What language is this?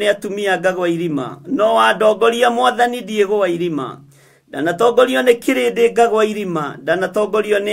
Kikuyu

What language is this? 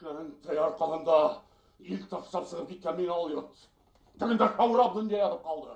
Bashkir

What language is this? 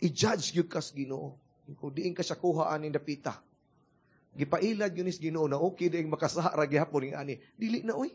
Cebuano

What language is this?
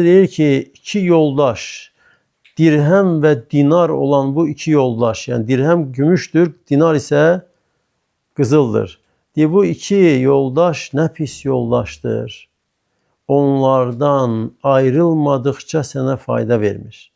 Azerbaijani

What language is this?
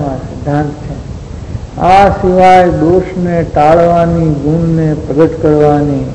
Gujarati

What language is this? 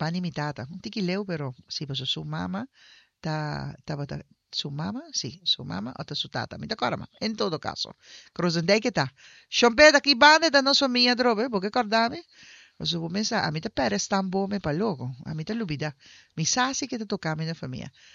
Papiamento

